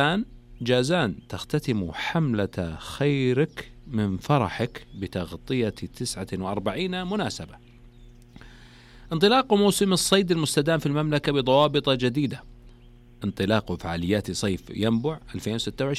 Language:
Arabic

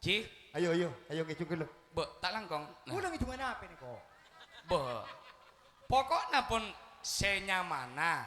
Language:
Madurese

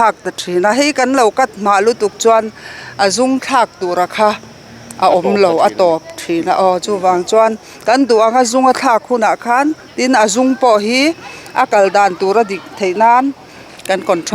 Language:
Mizo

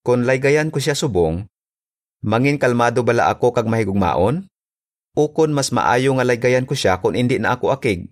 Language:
Hiligaynon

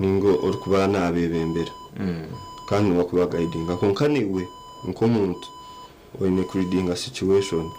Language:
Nyankole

